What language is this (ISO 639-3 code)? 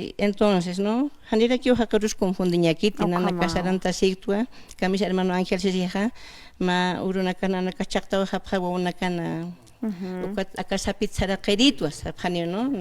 aym